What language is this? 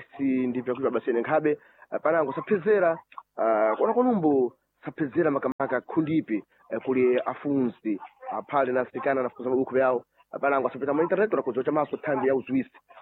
Sena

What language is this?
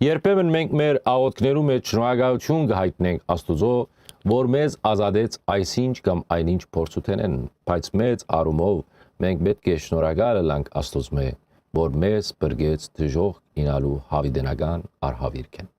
Western Armenian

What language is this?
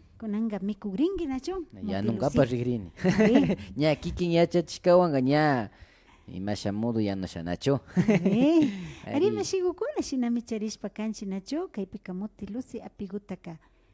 Imbabura Highland Quichua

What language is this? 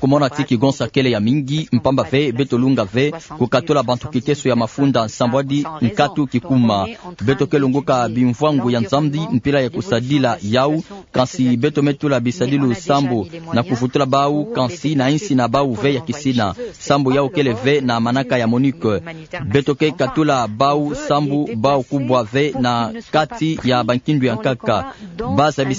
Kituba (Democratic Republic of Congo)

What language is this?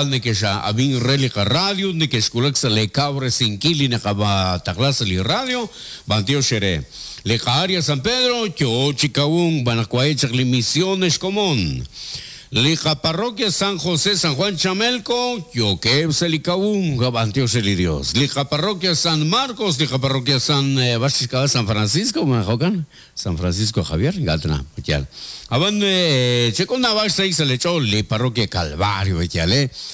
Kekchí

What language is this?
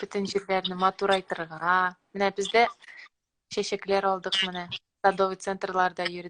Tatar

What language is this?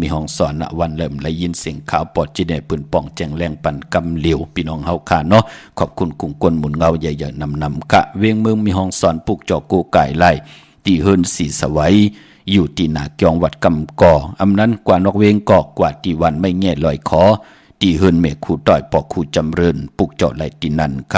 Shan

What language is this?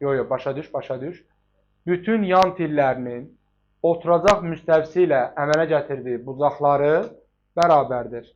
Azerbaijani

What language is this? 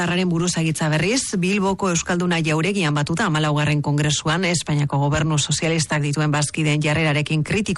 Basque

